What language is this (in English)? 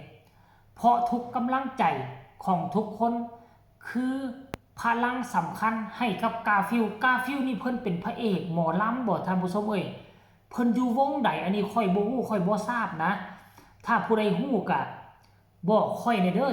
Northeastern Thai